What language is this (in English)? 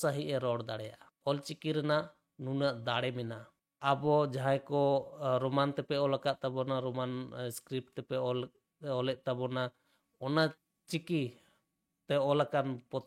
Santali